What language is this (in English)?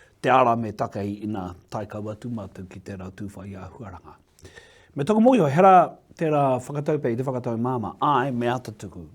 Māori